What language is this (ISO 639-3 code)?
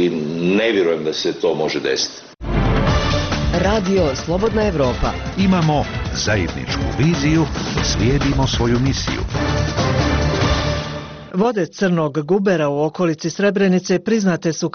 bos